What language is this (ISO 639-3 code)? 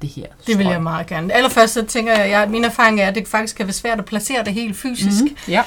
dan